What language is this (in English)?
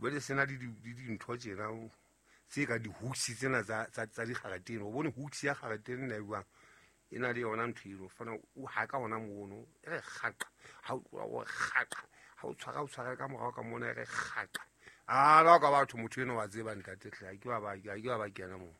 Southern Sotho